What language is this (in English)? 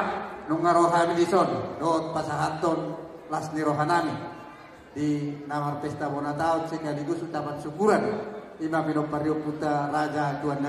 Batak Toba